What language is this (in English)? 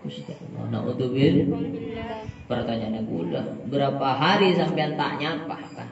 Madurese